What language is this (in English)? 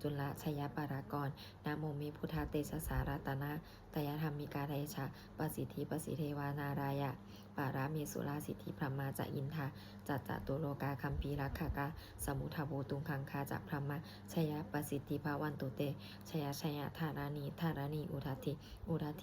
Pali